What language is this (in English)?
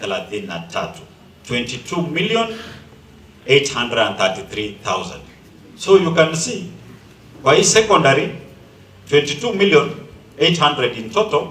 Gusii